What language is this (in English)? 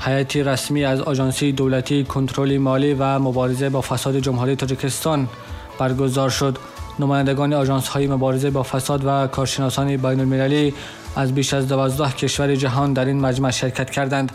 Tajik